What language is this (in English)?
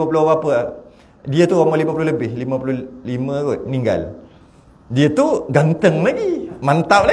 Malay